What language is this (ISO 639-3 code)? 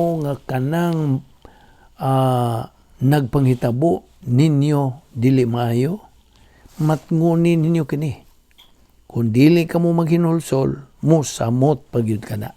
ceb